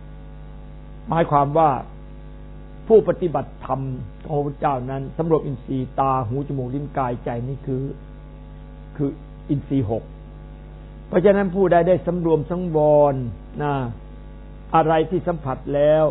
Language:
Thai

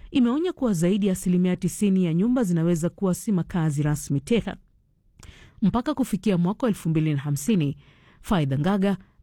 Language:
Swahili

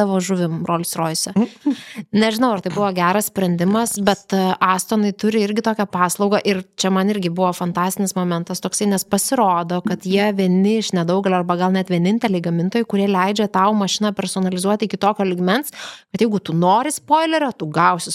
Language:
Lithuanian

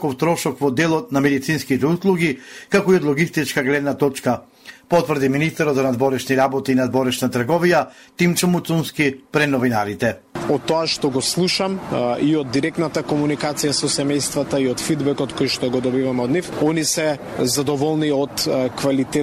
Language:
Macedonian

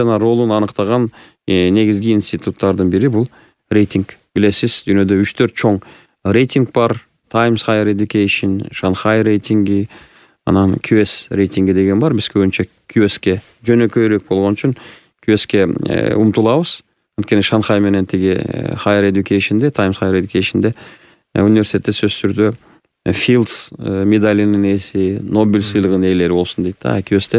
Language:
Kyrgyz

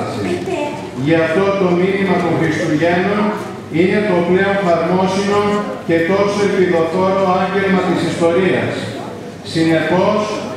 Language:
Greek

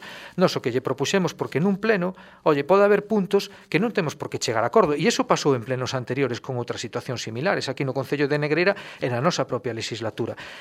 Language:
Galician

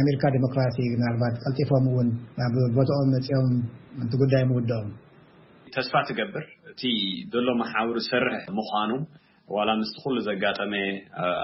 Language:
Tigrinya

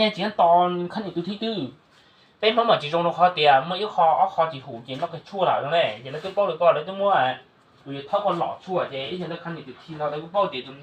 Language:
Hmong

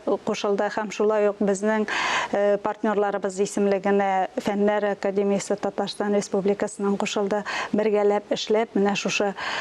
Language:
Tatar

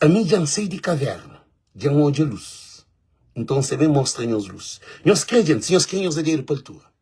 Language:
Kabuverdianu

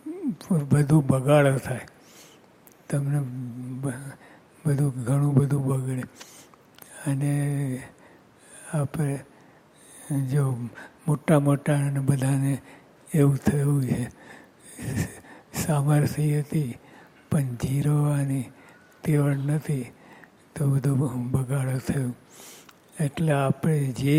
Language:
Gujarati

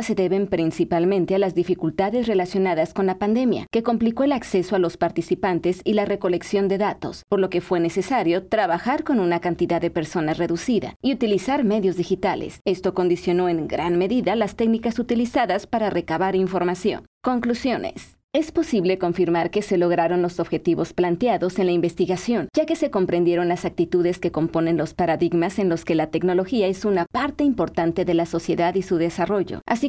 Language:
Spanish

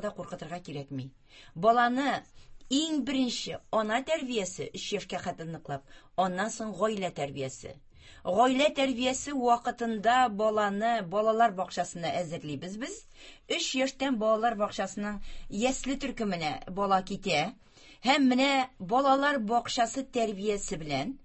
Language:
Tatar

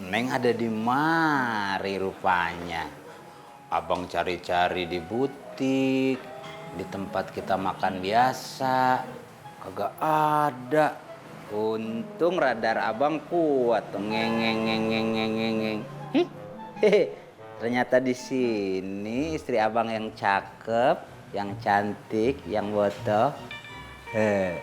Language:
Betawi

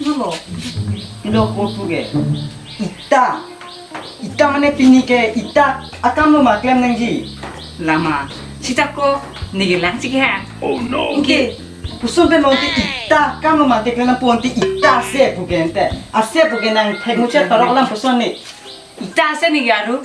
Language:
Karbi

